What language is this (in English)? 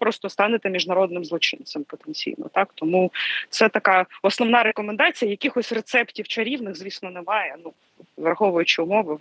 Ukrainian